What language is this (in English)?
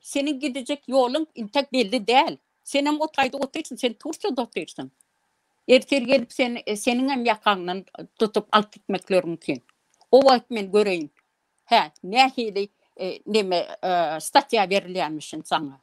Turkmen